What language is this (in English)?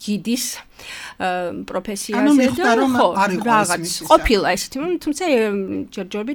Georgian